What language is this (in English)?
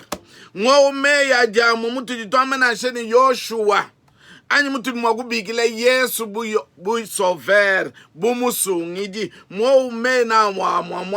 Luba-Lulua